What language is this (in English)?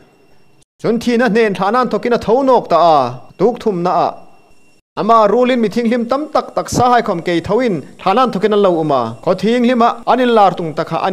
Hmar